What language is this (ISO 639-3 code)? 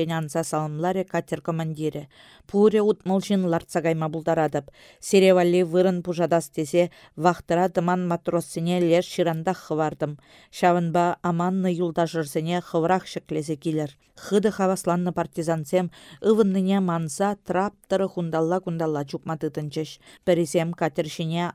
chv